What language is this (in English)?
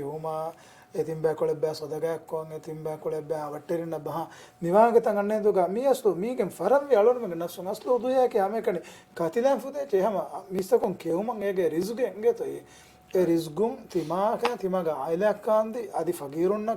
Divehi